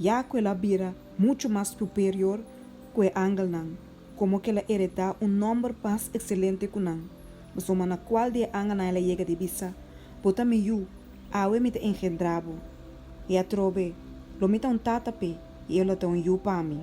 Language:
Papiamento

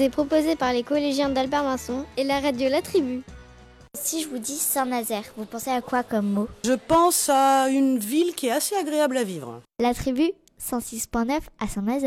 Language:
French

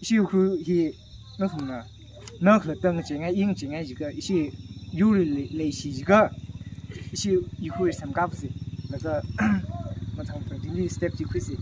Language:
Tangkhul Naga (India)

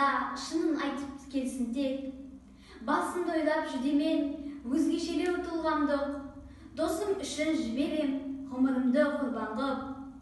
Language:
Kazakh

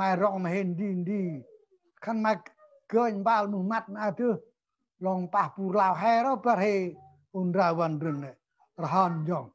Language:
Central Mnong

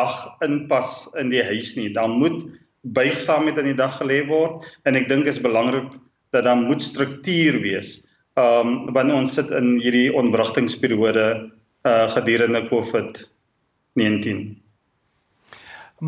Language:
Afrikaans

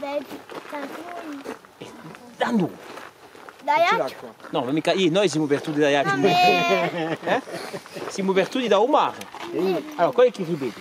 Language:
Corsican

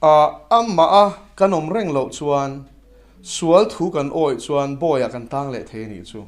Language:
Mizo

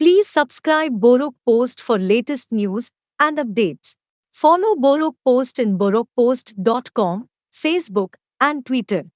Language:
Kok Borok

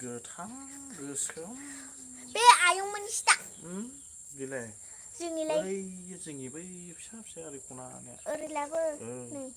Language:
Bodo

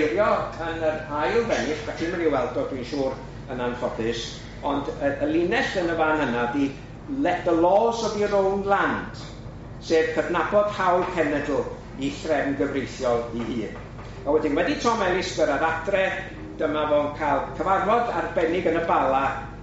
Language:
Welsh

